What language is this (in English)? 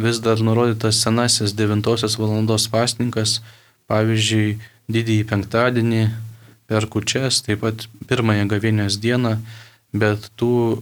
Lithuanian